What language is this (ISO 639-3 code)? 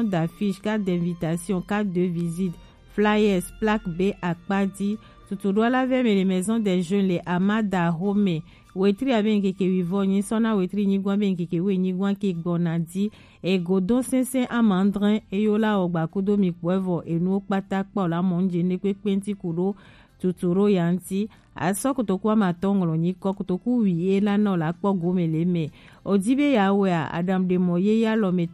gej